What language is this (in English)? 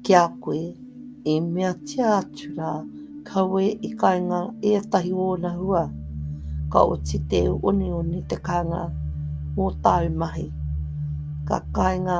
Māori